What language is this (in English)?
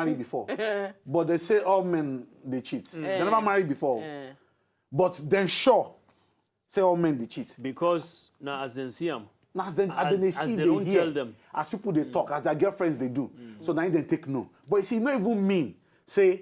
Nigerian Pidgin